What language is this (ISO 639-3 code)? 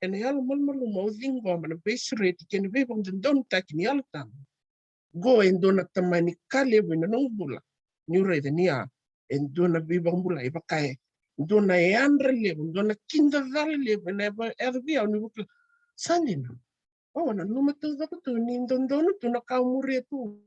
fij